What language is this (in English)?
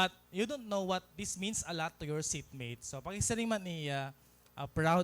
Waray